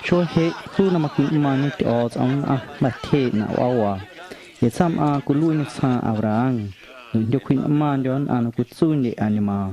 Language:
Guerrero Amuzgo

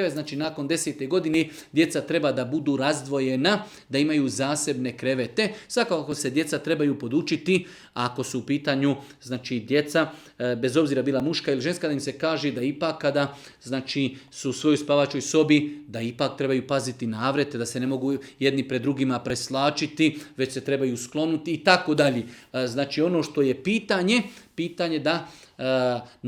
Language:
Bosnian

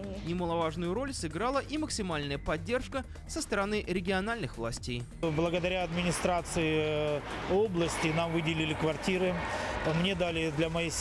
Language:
Russian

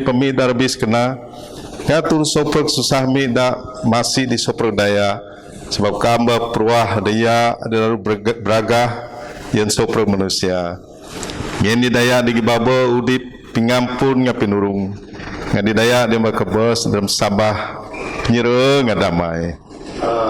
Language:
Biatah Bidayuh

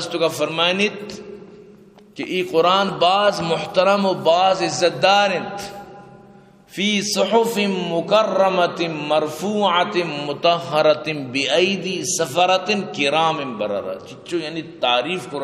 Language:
Eastern Balochi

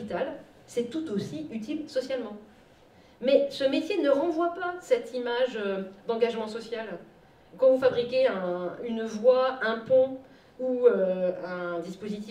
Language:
French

